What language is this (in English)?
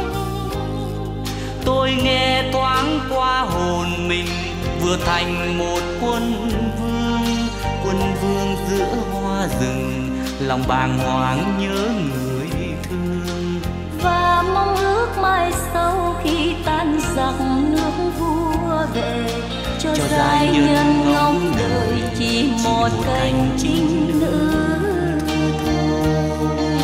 Vietnamese